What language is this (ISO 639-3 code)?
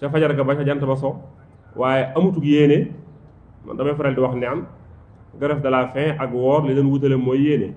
wol